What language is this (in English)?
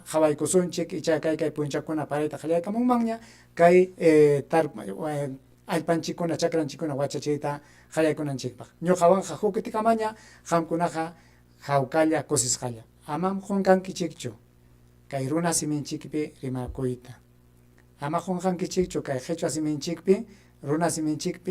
Ayacucho Quechua